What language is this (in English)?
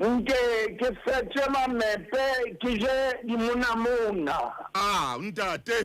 Southern Sotho